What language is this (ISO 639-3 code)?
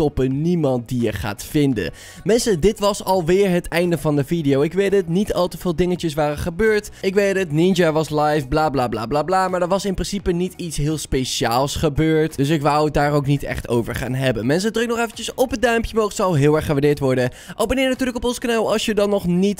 nld